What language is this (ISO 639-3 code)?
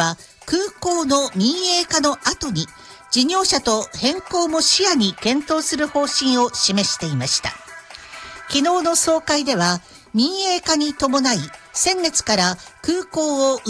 jpn